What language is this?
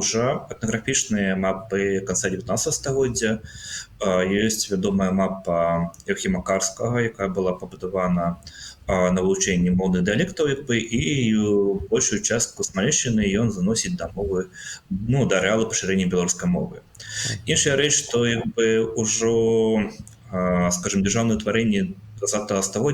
Belarusian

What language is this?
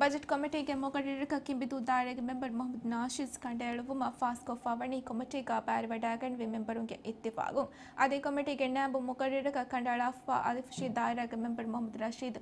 Divehi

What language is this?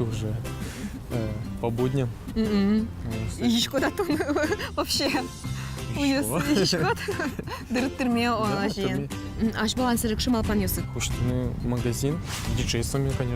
Udmurt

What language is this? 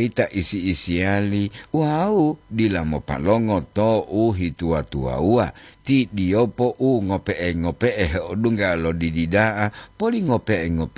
Gorontalo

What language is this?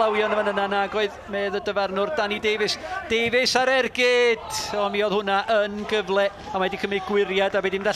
Welsh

